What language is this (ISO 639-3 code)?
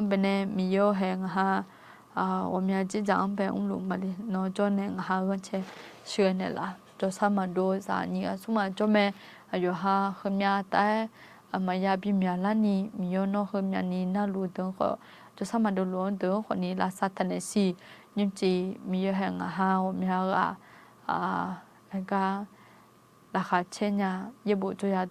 ahk